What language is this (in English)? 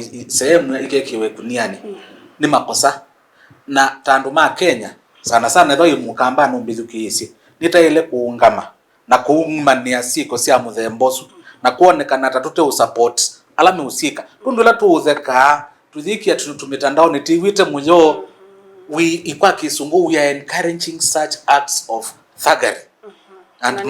Kamba